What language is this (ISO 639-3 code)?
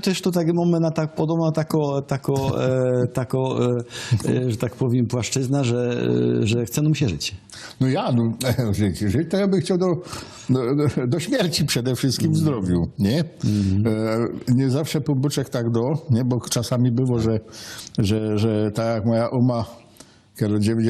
szl